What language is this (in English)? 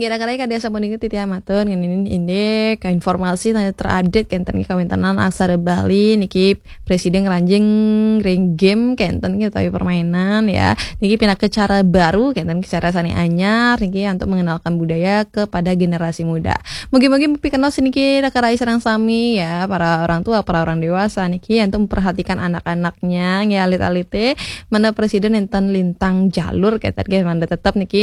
Balinese